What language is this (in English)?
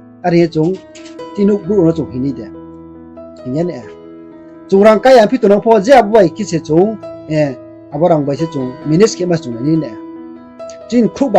Riang (India)